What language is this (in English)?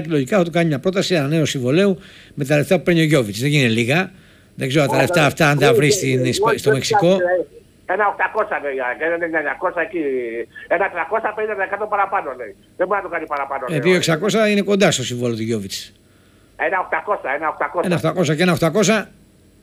Greek